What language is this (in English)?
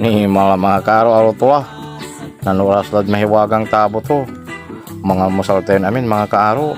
Pangasinan